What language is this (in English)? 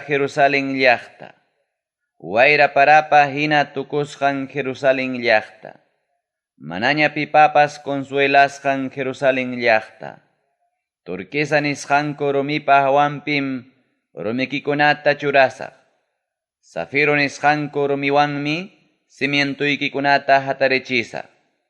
Ayacucho Quechua